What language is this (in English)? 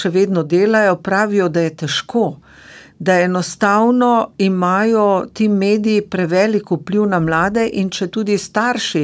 Slovenian